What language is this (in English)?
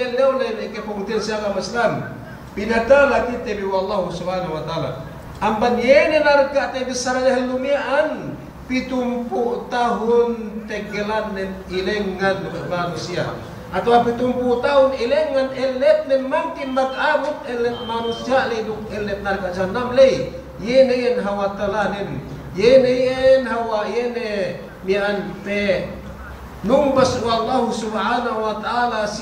Yakan